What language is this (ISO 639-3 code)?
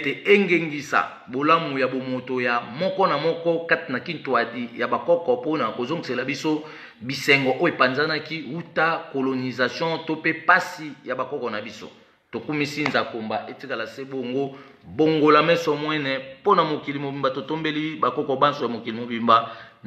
lin